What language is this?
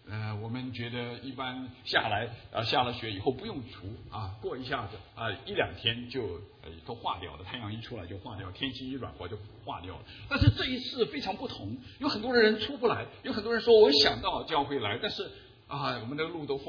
Chinese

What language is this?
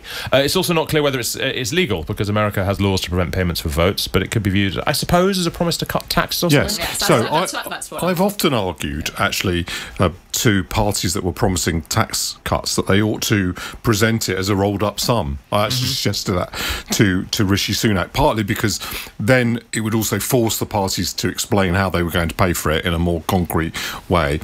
English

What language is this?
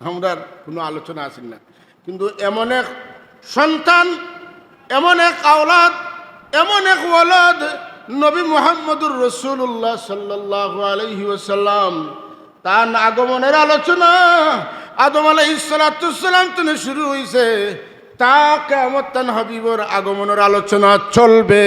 Sylheti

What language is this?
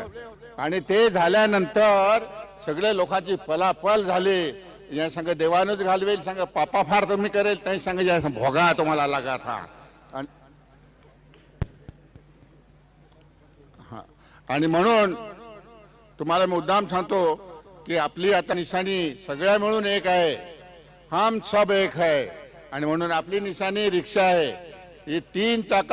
Marathi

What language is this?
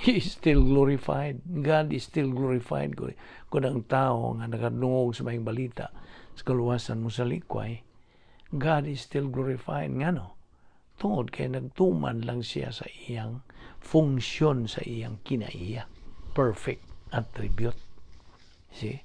Cebuano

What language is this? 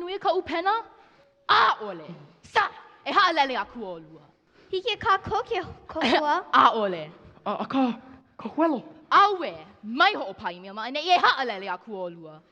Hawaiian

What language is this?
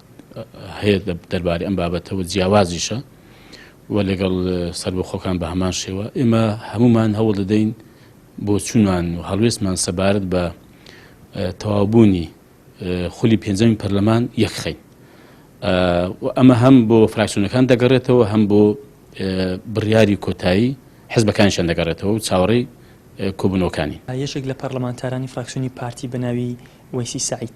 Central Kurdish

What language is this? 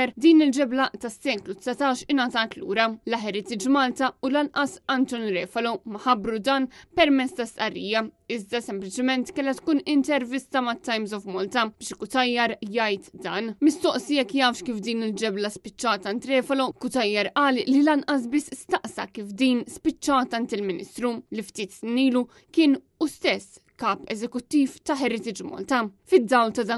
Maltese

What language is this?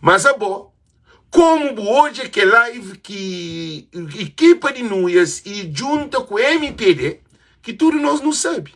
Kabuverdianu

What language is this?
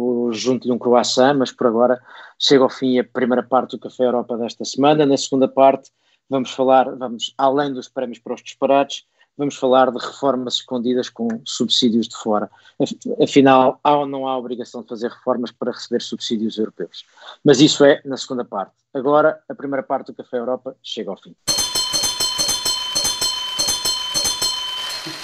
Portuguese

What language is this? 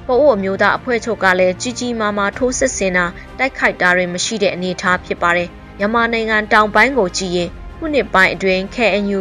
Burmese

